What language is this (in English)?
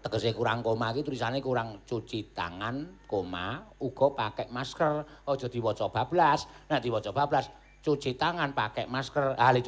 Javanese